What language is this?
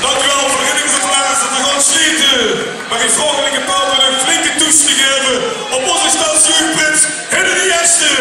Limburgish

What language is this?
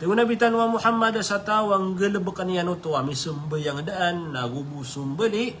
Maranao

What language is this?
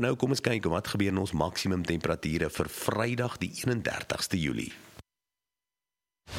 Afrikaans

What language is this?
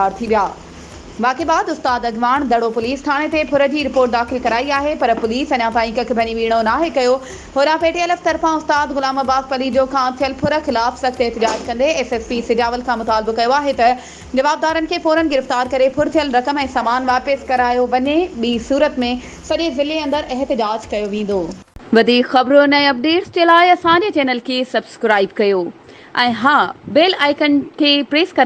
Sindhi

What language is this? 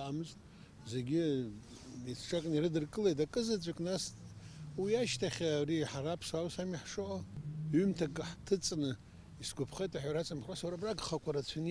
Abkhazian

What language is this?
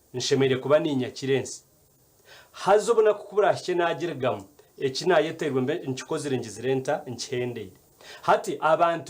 Nyankole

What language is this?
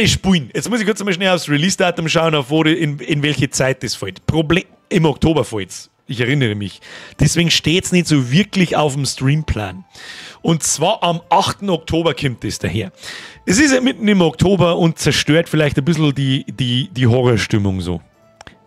Bavarian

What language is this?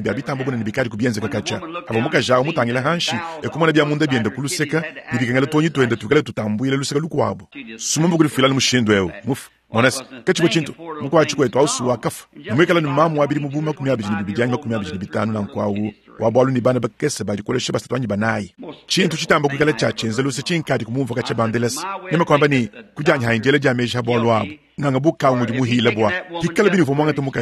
Luba-Lulua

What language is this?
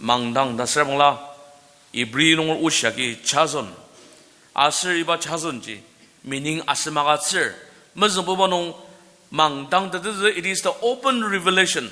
Ao Naga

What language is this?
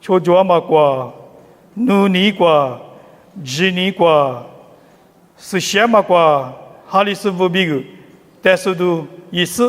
Lisu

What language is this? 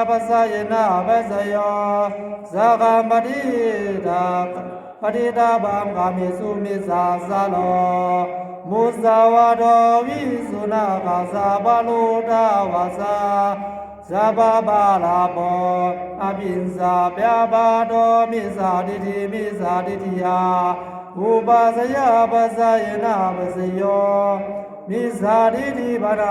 Pali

